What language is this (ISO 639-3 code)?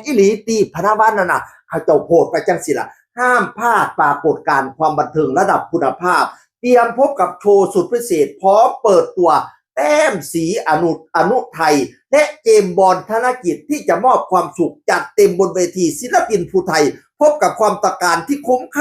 tts